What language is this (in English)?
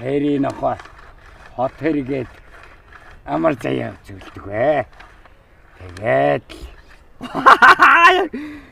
Mongolian